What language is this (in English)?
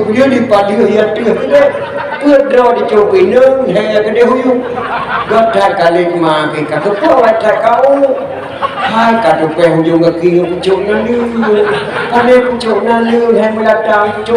Achinese